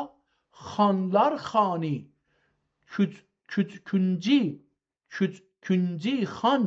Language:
South Azerbaijani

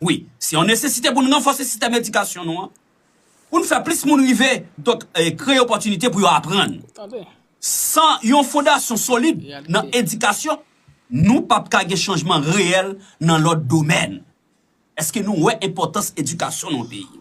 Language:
Haitian Creole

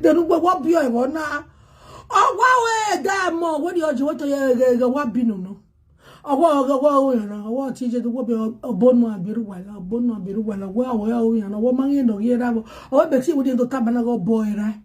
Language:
Nigerian Pidgin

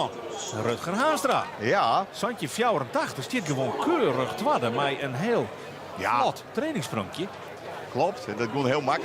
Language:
Western Frisian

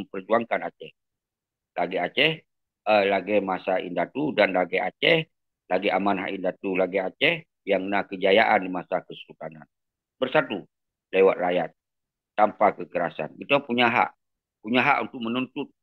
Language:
Achinese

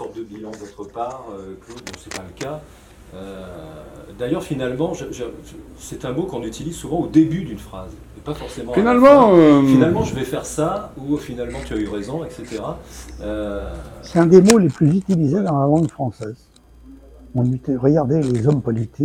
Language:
French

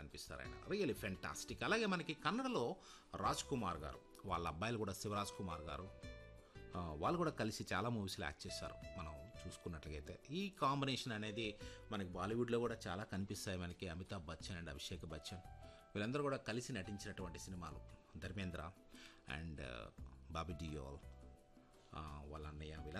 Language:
Telugu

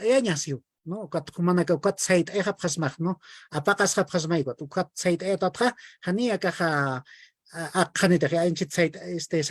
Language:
Aymara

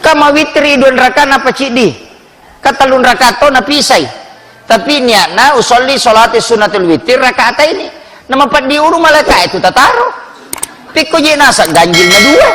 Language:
Buginese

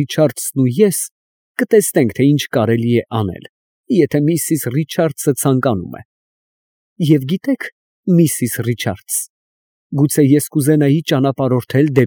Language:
Armenian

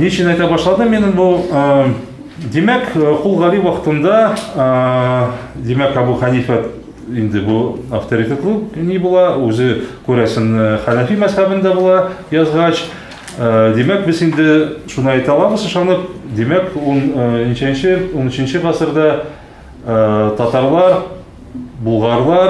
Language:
Tatar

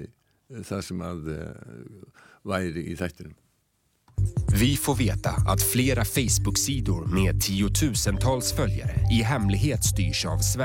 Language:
Icelandic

